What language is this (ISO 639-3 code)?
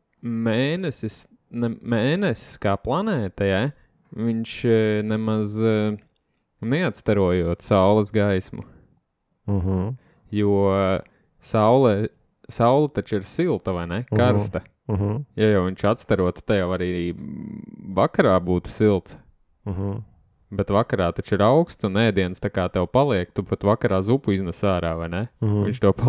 lav